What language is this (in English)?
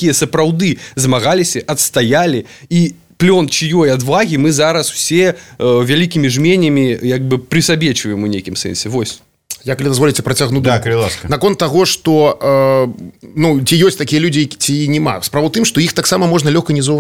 Belarusian